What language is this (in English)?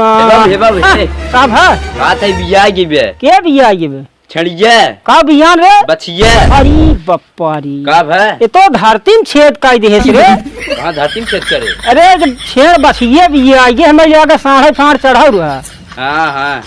Awadhi